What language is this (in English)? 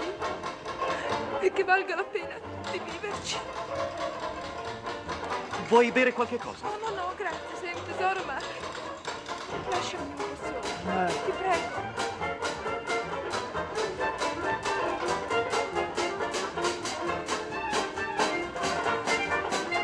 Italian